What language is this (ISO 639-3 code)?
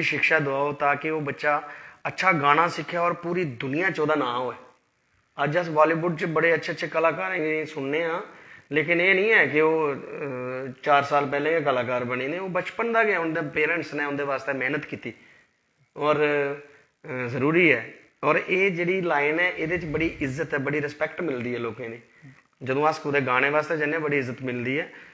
doi